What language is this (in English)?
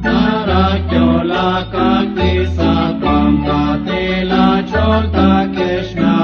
Kekchí